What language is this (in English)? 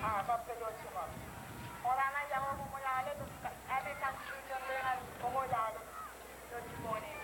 Marshallese